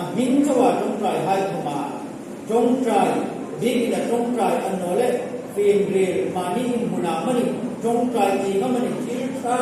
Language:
Hmar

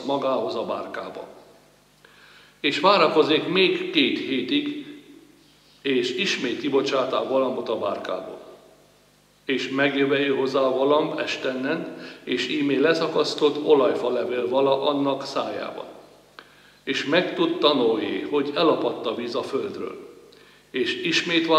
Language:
Hungarian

